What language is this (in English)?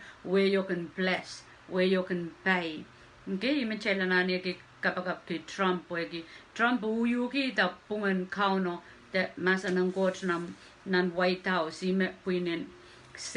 Pohnpeian